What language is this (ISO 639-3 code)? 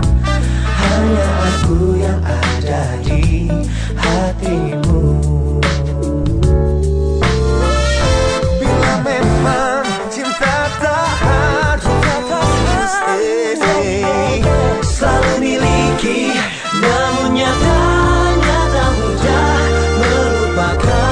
ind